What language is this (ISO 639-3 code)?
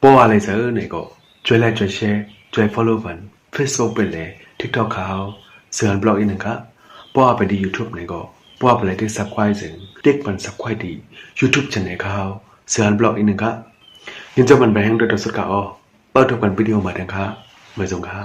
shn